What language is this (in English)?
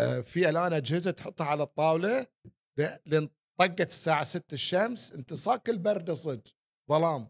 Gulf Arabic